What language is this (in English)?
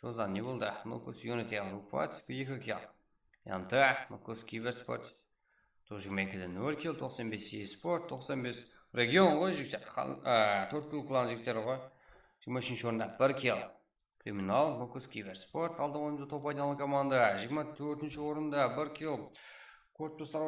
Kara-Kalpak